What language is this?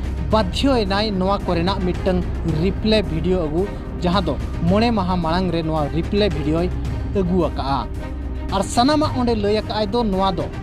Santali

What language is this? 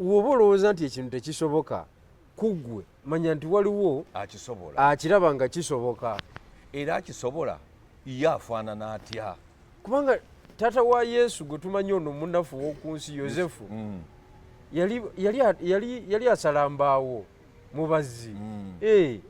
Ganda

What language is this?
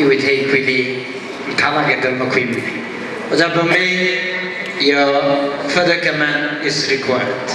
Tangkhul Naga (India)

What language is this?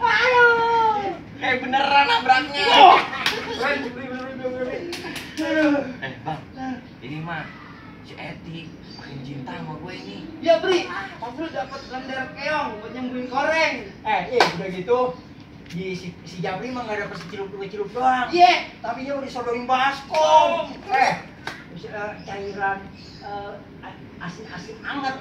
Betawi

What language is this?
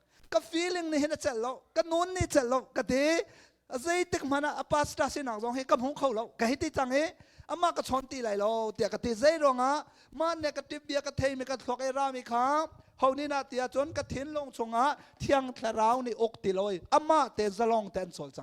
Hakha Chin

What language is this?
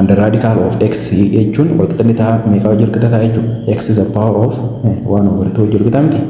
Oromo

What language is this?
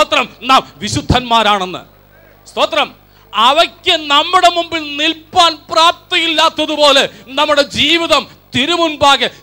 Malayalam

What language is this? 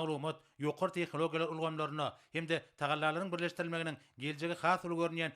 Turkmen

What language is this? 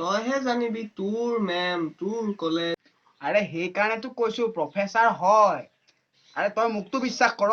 Assamese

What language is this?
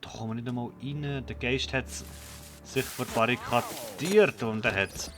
Swiss German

